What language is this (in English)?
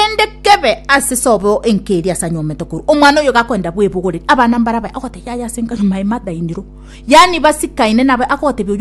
Gusii